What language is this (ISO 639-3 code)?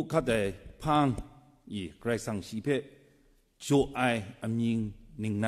kac